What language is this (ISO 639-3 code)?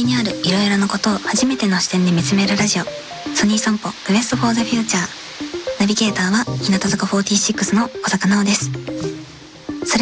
jpn